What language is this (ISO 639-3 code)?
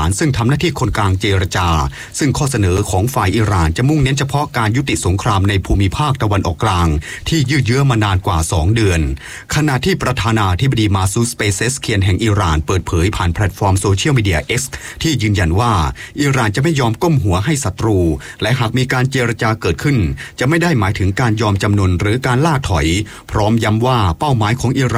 tha